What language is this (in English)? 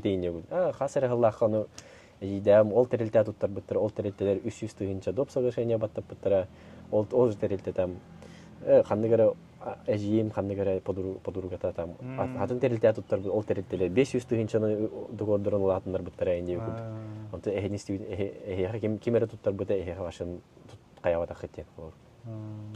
Yakut